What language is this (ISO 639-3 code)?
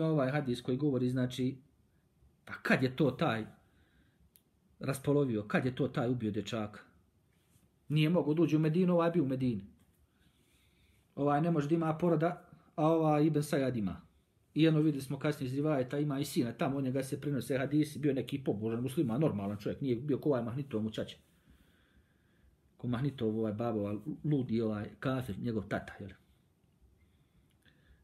bos